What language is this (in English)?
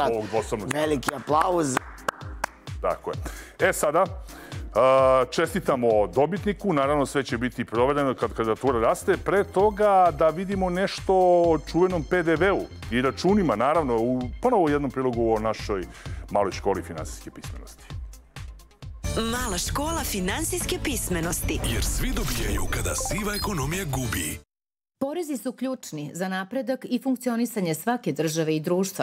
Serbian